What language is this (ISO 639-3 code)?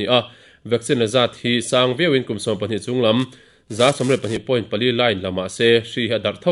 lus